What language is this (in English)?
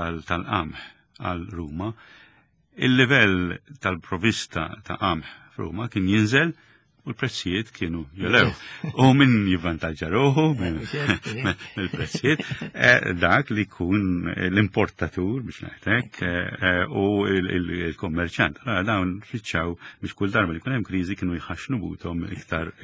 Maltese